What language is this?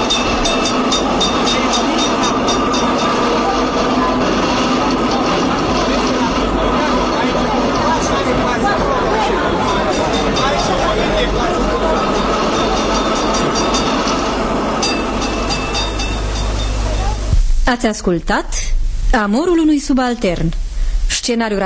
Romanian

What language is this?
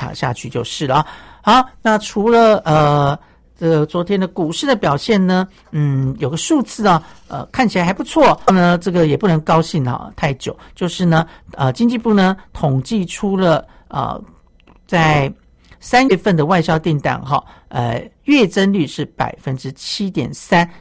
Chinese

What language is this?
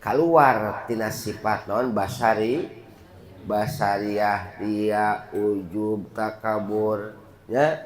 Sundanese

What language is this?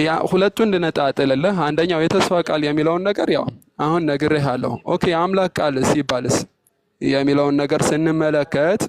Amharic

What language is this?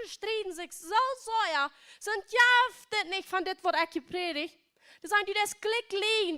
Plautdietsch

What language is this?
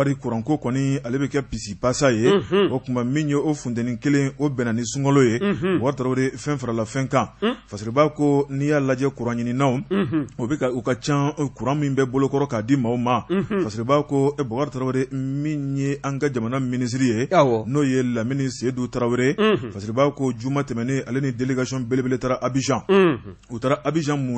Bambara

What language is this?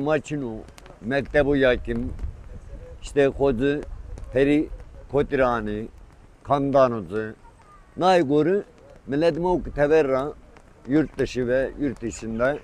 Zaza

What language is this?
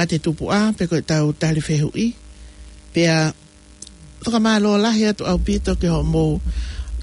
Tongan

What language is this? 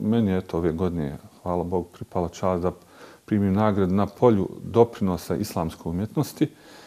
Bosnian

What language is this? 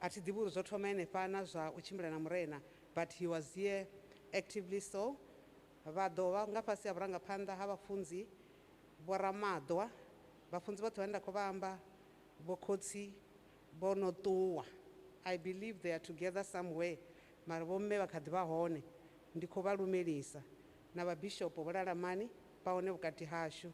Venda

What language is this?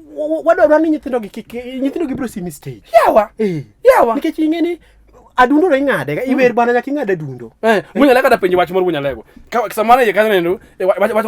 Luo (Kenya and Tanzania)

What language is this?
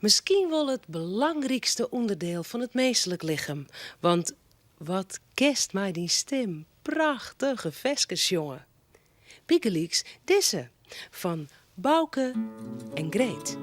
Western Frisian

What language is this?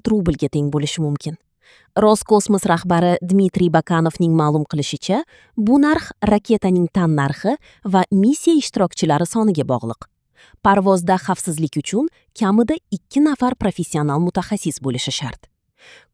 Uzbek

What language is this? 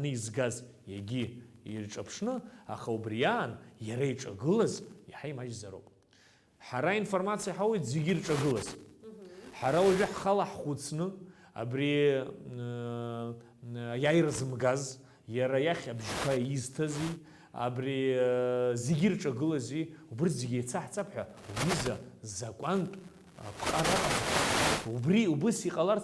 Abkhazian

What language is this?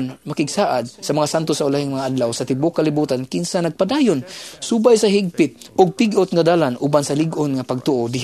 Cebuano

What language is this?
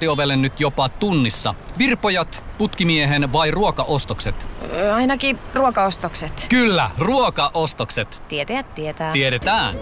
Finnish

